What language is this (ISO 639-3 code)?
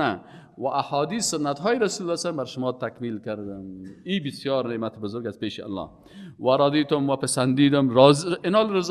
fas